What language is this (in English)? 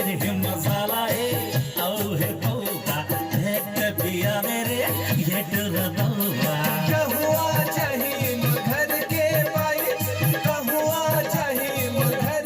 Chhattisgarhi